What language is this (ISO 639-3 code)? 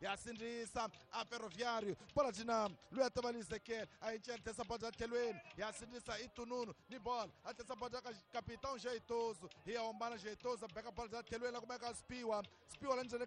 tso